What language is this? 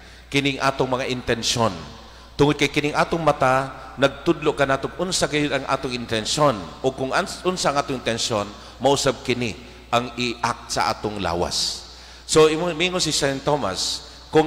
Cebuano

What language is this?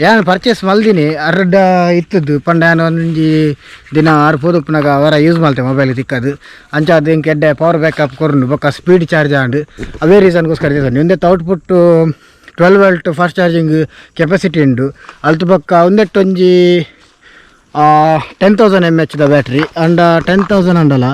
Tulu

